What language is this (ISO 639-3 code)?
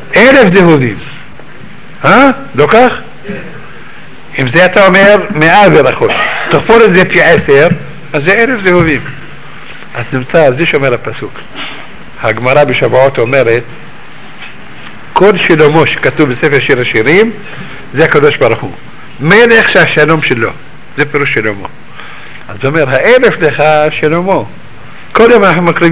heb